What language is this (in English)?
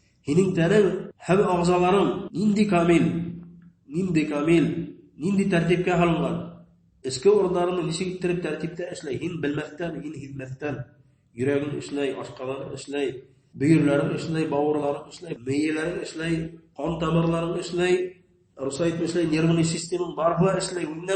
Bashkir